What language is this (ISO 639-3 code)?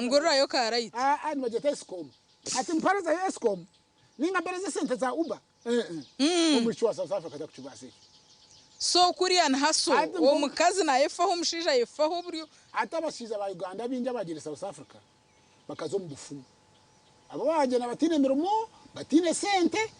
nyn